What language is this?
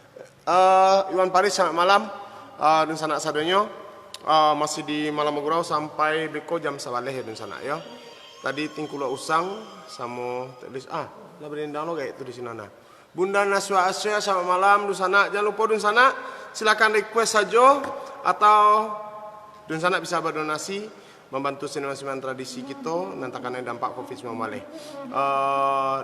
Minangkabau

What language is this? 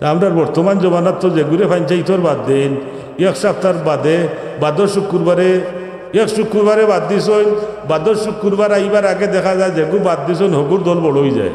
Sylheti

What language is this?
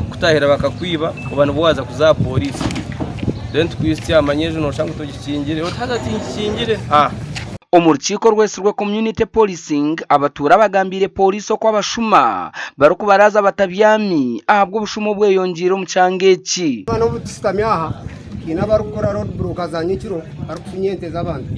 Nyankole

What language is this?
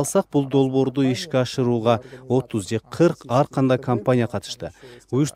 Kyrgyz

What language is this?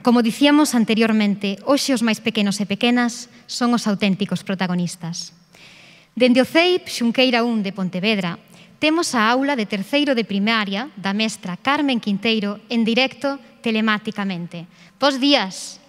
Galician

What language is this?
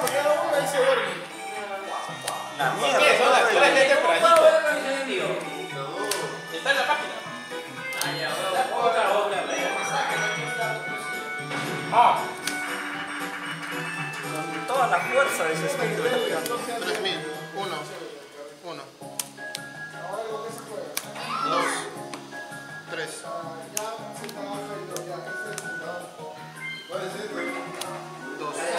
Spanish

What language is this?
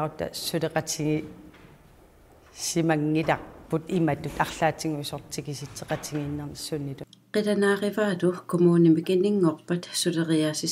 Kalaallisut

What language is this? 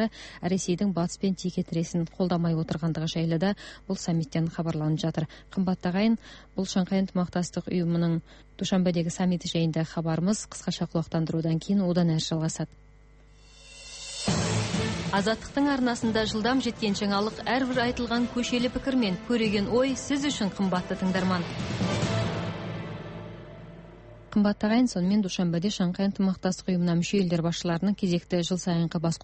Kazakh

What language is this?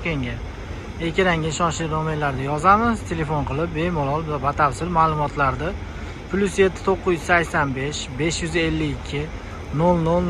Uzbek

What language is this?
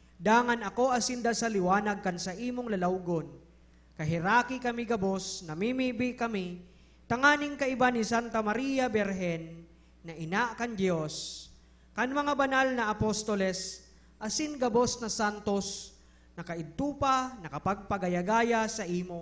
Bikol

